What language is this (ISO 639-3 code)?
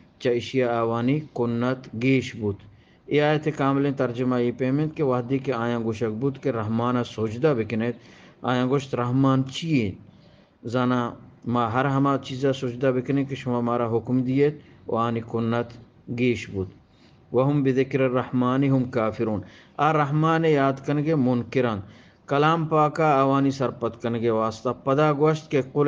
bgp